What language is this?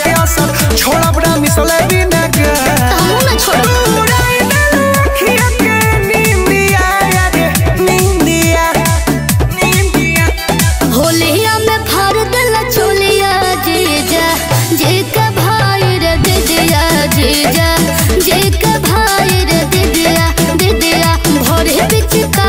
Bhojpuri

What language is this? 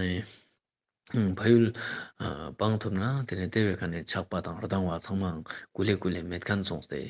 Ladakhi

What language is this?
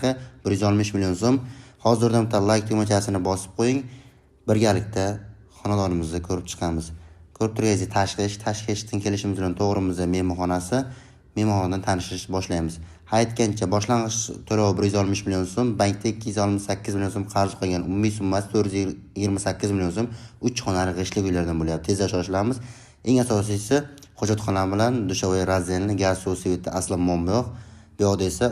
Uzbek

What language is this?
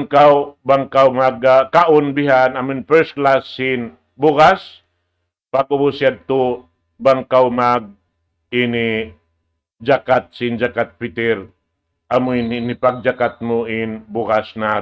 Tausug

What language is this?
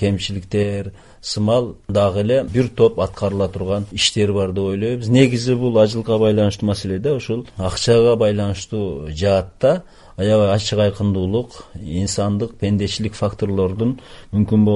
Kyrgyz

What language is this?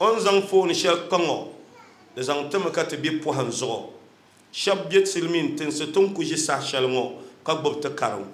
Dagbani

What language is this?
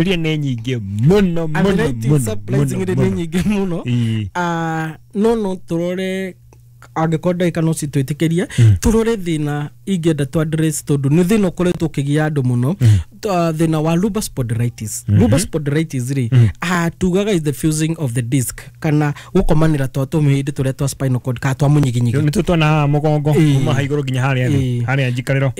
Kikuyu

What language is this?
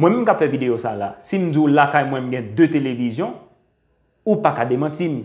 Haitian Creole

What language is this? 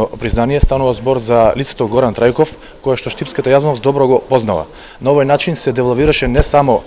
Macedonian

